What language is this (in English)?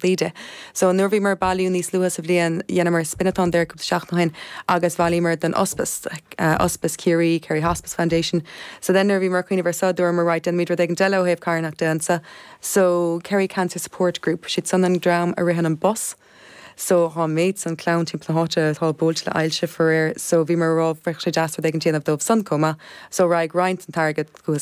Irish